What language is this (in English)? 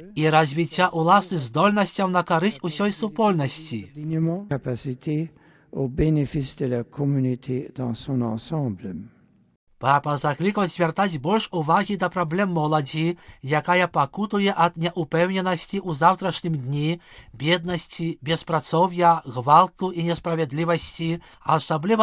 Belarusian